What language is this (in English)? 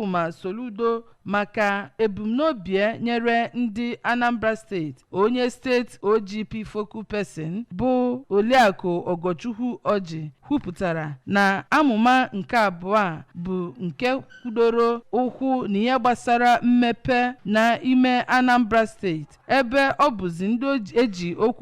Igbo